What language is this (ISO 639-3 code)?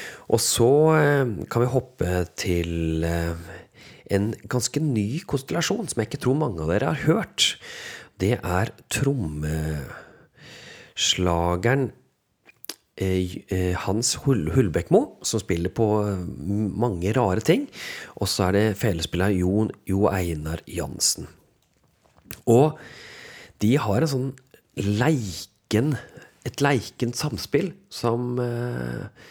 nor